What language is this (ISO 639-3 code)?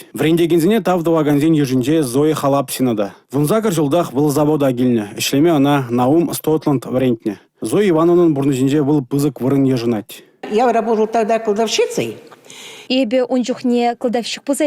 chv